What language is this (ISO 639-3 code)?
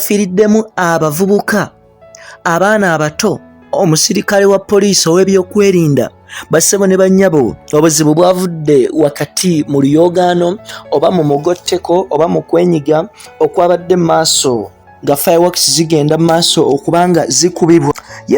lug